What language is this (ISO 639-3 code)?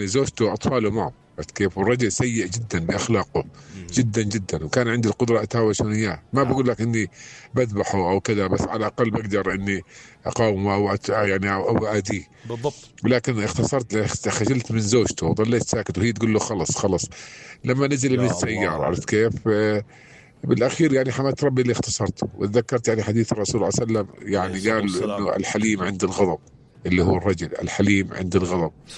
apc